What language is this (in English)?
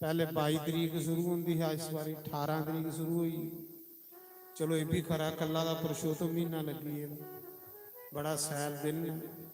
Dogri